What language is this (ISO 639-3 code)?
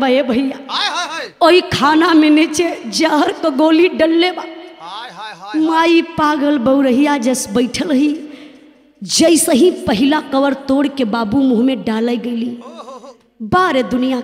bho